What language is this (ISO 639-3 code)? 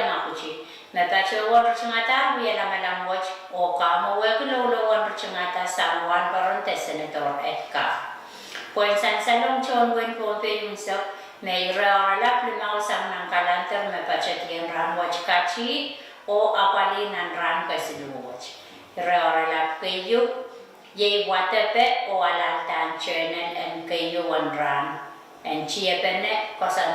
pon